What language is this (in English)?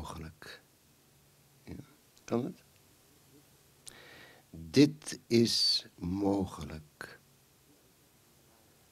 Dutch